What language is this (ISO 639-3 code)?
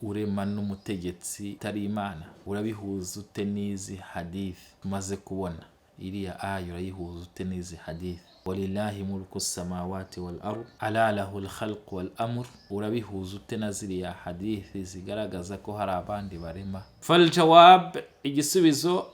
kin